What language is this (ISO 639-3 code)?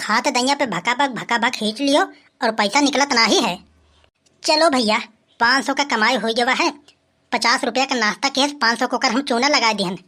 awa